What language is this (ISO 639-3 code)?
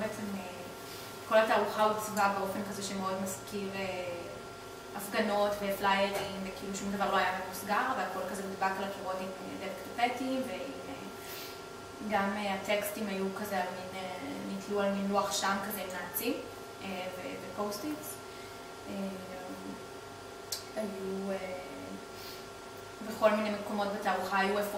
heb